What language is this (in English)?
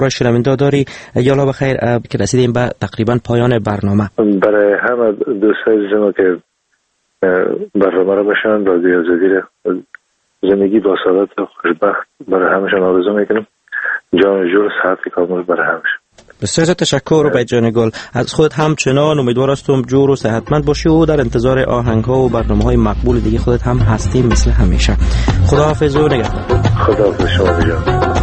Persian